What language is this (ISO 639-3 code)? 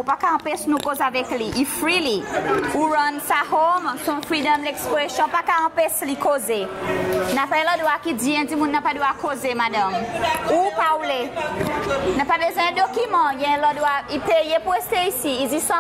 crs